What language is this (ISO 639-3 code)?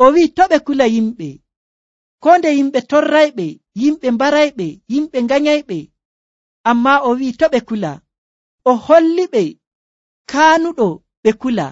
fuv